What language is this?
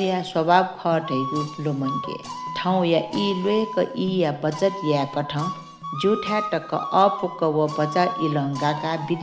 Newari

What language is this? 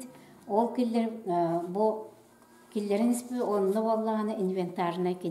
Yakut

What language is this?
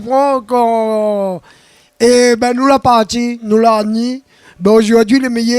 Réunion Creole French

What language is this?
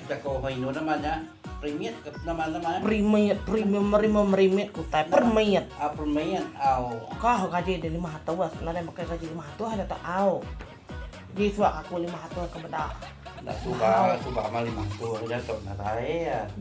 Iban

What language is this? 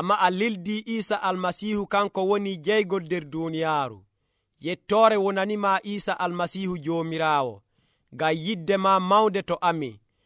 Nigerian Fulfulde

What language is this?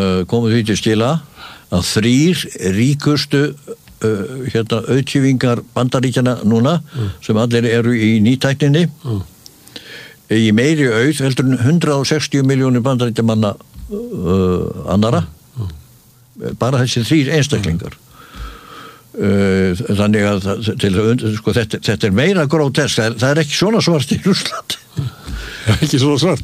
Icelandic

